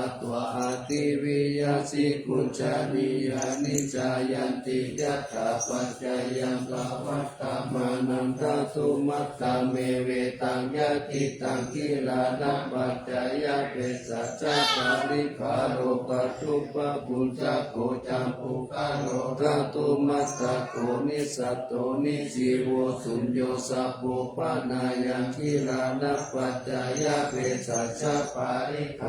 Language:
Pali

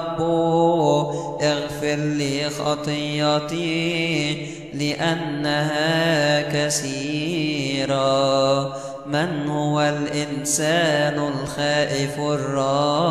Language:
Arabic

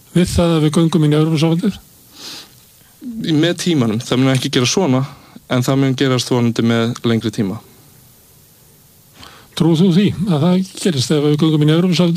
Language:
Icelandic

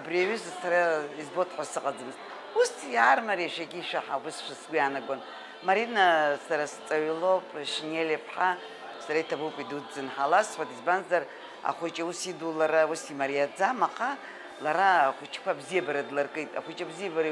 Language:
Abkhazian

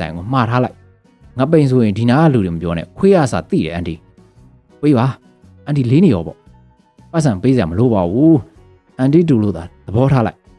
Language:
Burmese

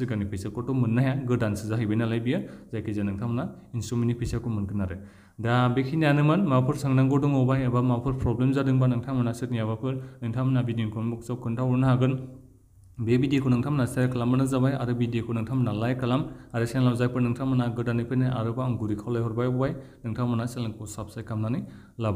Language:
Bodo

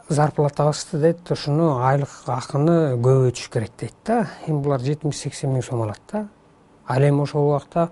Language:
Kyrgyz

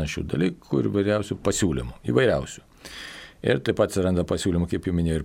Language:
Lithuanian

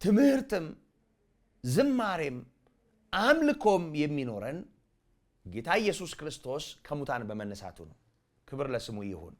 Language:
Amharic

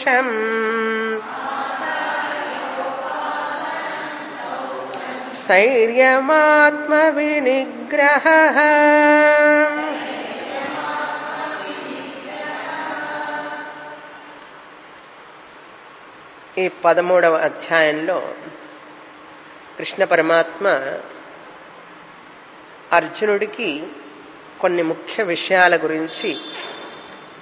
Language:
Telugu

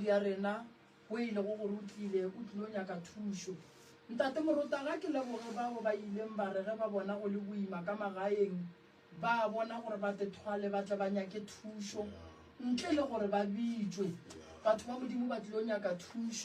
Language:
Northern Sotho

